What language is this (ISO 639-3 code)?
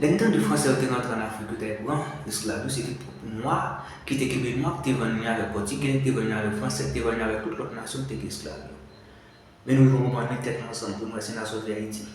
hat